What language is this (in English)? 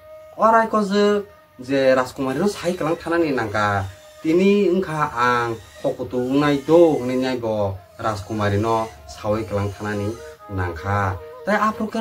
Kok Borok